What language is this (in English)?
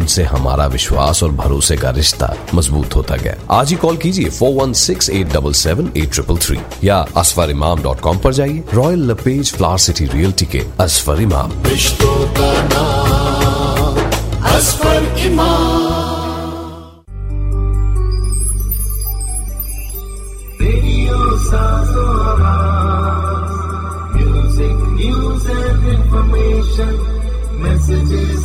Hindi